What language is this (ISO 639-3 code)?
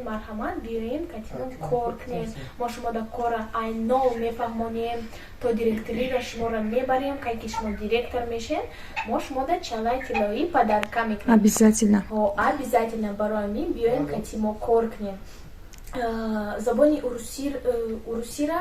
tgk